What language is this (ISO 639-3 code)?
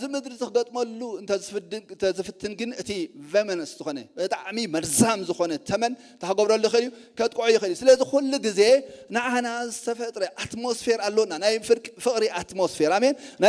tir